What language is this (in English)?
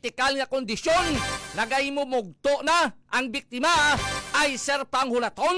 Hiligaynon